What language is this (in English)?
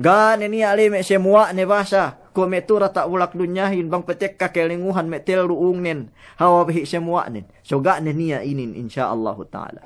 Yakan